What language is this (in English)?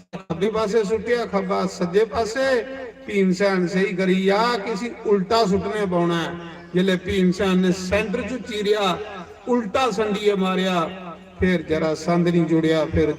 Dogri